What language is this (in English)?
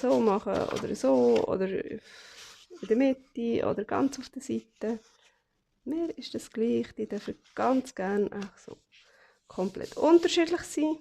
Swiss German